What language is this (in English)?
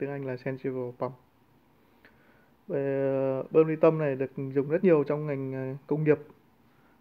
Vietnamese